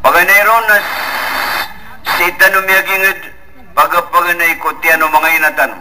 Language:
Maranao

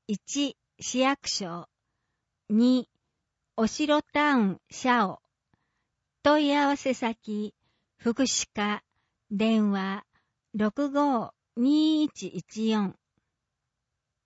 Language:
Japanese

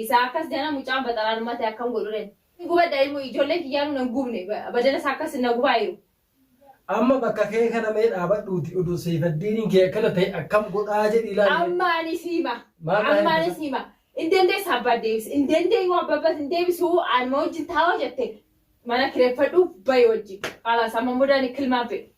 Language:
Oromo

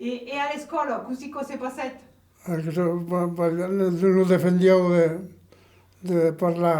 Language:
Occitan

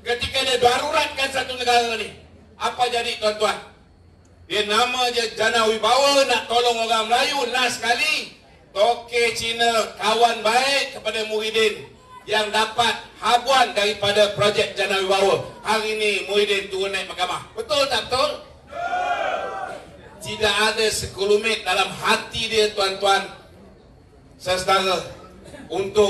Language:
Malay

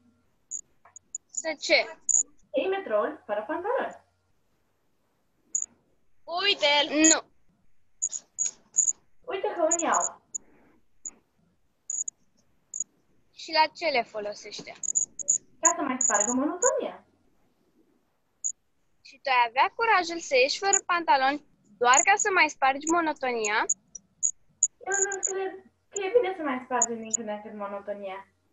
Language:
Romanian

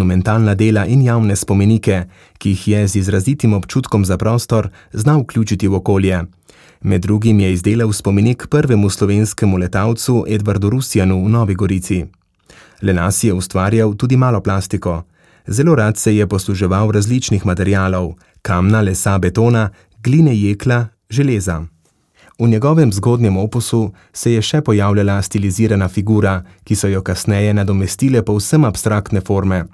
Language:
Slovenian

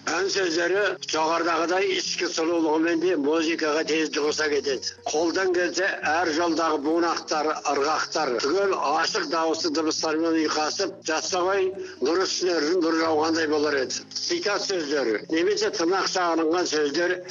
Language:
Kazakh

